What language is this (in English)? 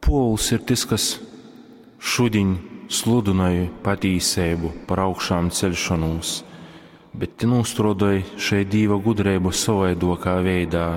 Latgalian